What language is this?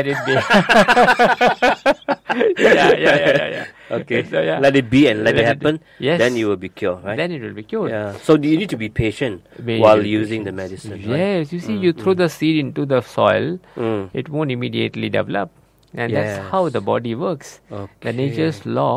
English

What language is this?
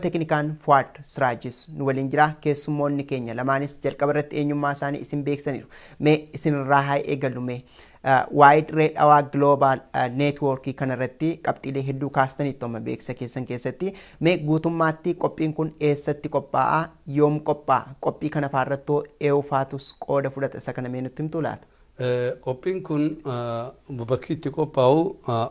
Oromo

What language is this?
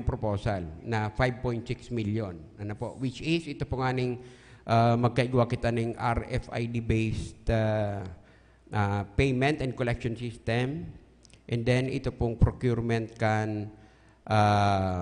Bikol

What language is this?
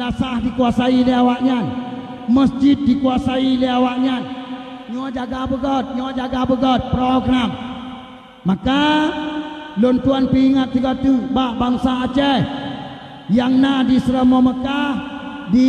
Achinese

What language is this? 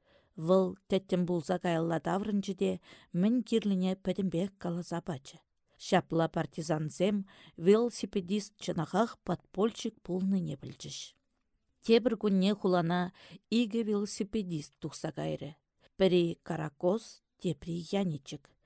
Chuvash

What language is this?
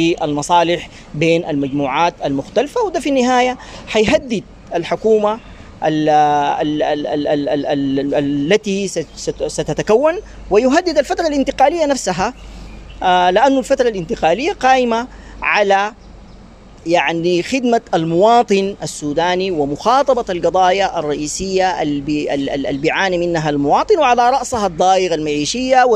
Sudanese Arabic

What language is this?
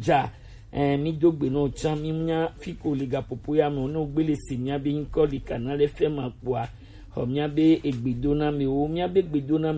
Gen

